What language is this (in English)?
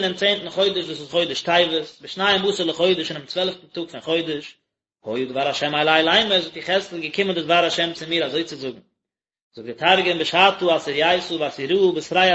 Yiddish